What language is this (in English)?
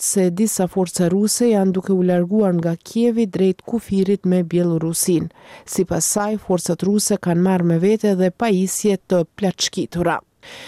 Albanian